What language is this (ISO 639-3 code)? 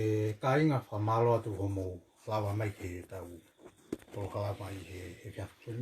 ton